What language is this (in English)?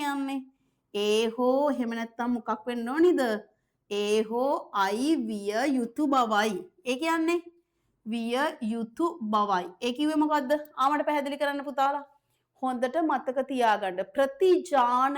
Sinhala